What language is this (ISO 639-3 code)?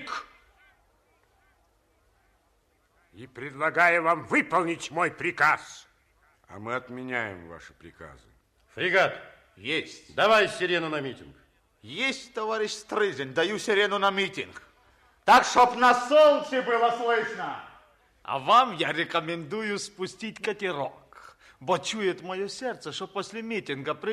rus